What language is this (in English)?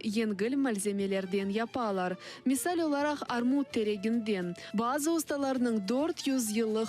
Crimean Tatar